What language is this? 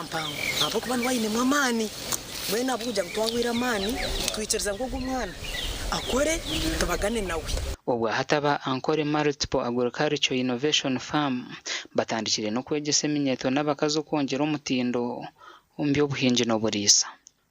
Nyankole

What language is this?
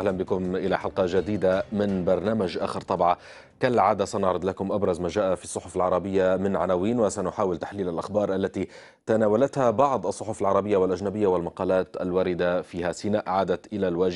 Arabic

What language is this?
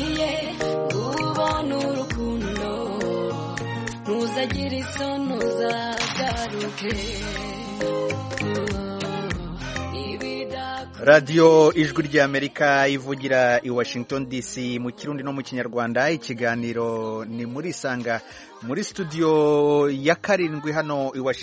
Kinyarwanda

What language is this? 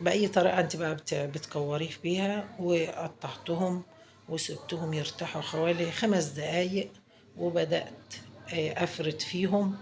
Egyptian Arabic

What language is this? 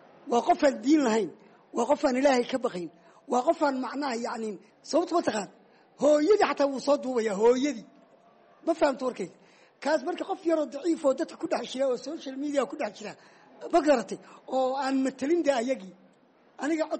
Somali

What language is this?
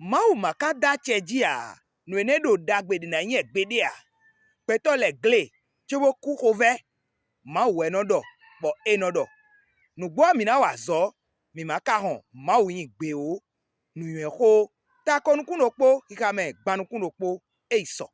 Fon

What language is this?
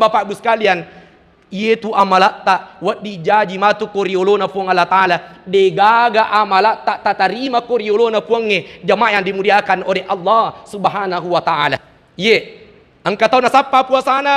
Buginese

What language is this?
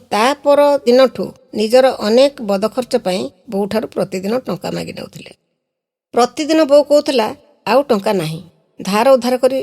Odia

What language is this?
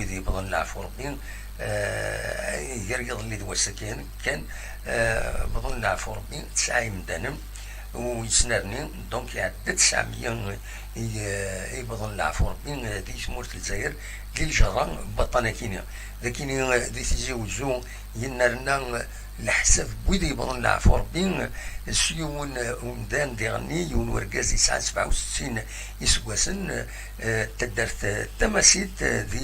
Kabyle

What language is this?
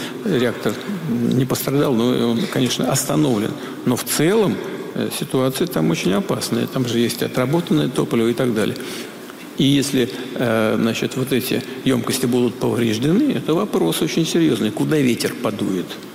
Russian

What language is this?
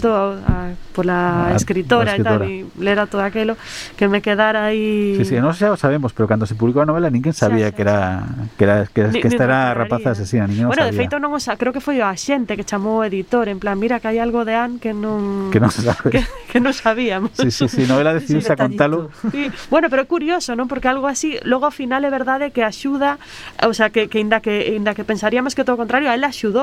Galician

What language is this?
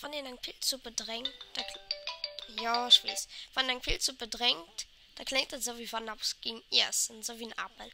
Luxembourgish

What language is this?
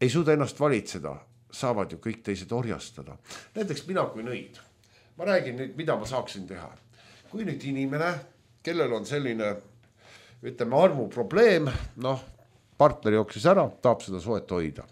Estonian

